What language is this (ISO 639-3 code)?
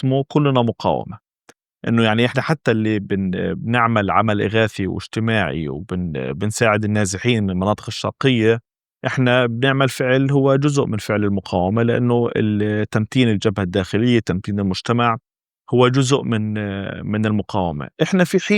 apc